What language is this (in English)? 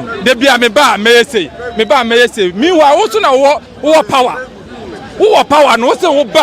Akan